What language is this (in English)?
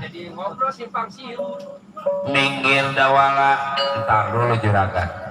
Betawi